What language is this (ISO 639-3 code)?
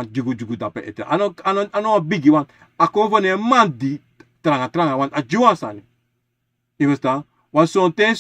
srn